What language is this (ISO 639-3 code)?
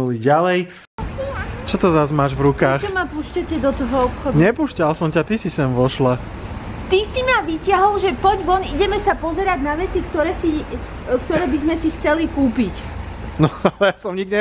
slk